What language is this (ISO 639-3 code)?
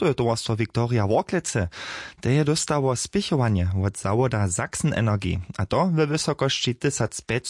hsb